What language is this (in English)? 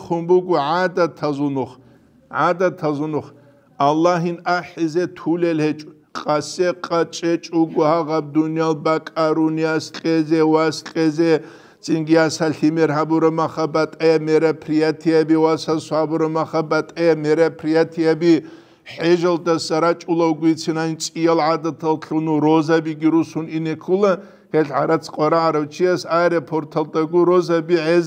Avaric